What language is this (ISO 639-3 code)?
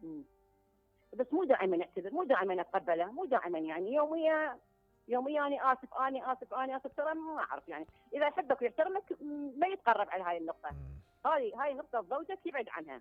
acm